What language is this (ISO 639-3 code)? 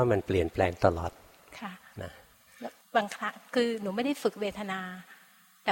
tha